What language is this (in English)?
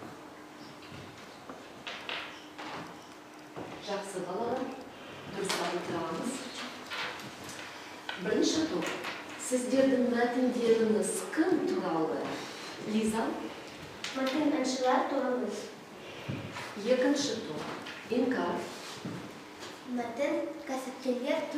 Kazakh